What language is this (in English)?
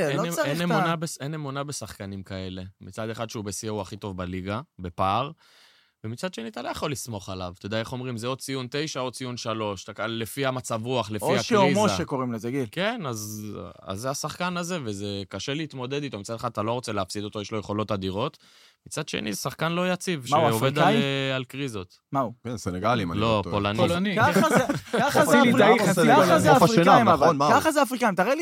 Hebrew